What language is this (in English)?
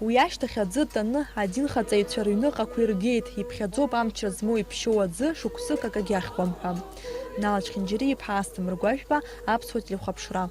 Abkhazian